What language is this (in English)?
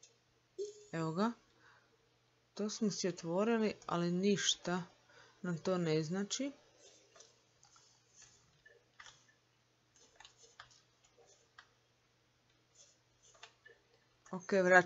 Croatian